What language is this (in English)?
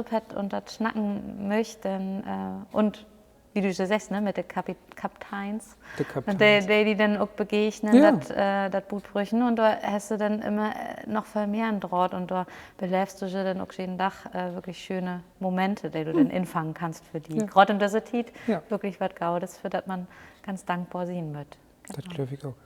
Low German